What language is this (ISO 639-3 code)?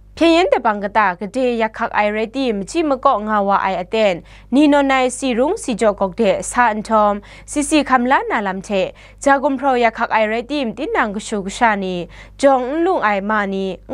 kac